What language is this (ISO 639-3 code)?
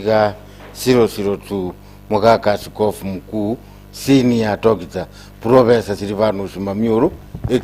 guz